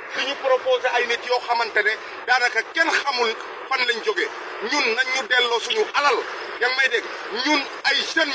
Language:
Wolof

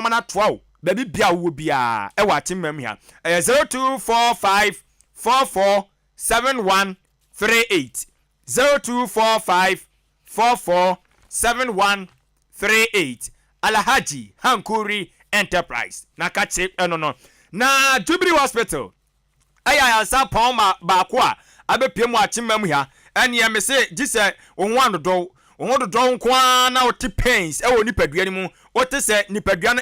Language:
Akan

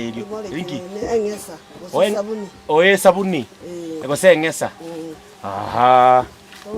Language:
Gusii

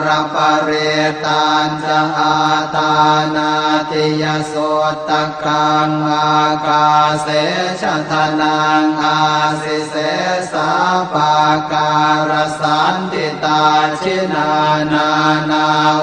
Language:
Pali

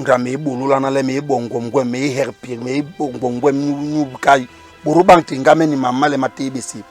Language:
Basaa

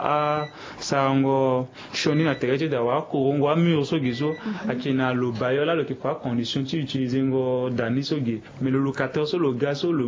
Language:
Sango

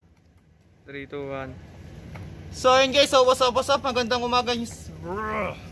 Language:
Filipino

